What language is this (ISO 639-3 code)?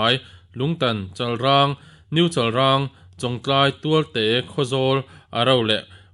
lus